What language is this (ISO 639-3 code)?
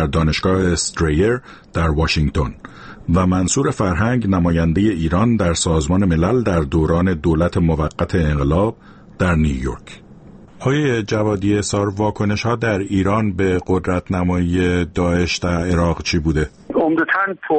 fas